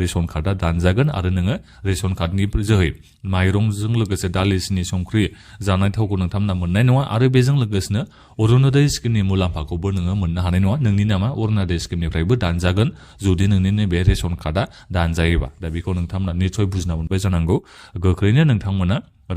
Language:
Bodo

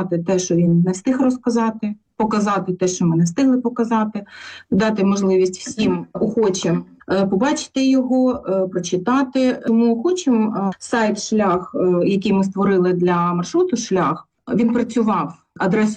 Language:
Ukrainian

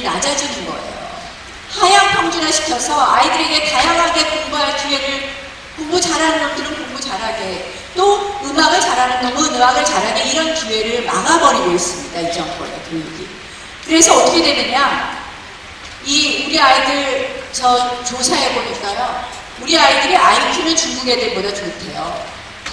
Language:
Korean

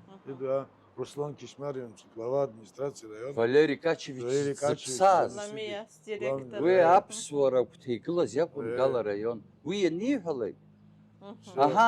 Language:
Abkhazian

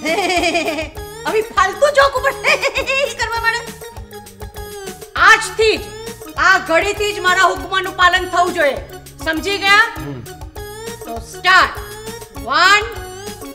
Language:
Gujarati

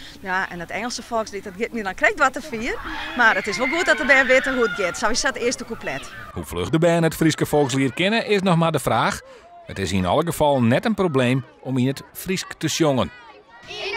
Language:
Western Frisian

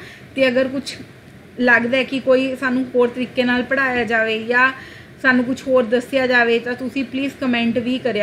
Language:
Punjabi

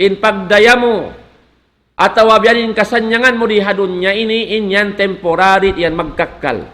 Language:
Tausug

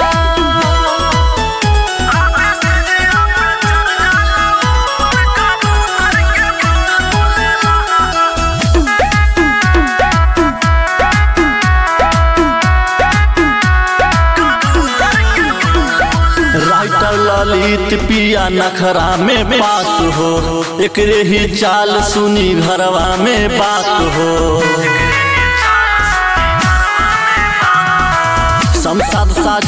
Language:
Bhojpuri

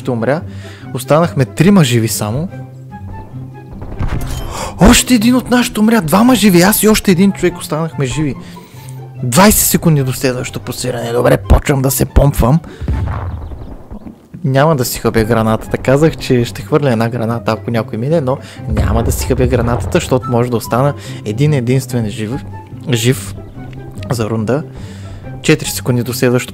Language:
Bulgarian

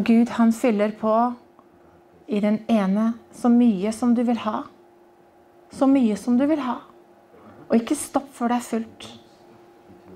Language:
Norwegian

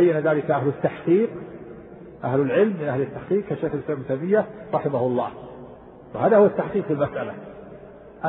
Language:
Arabic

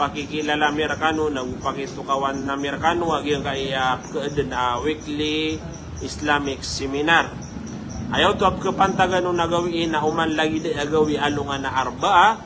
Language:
Maranao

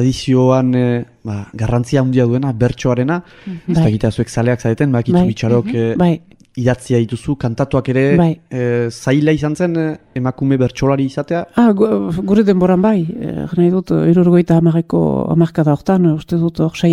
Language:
Basque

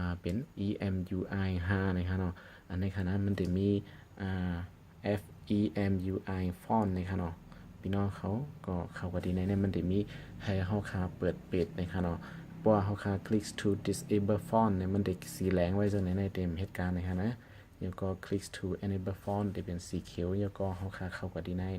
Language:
Shan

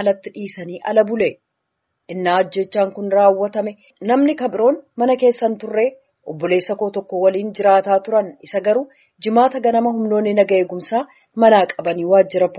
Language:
Oromo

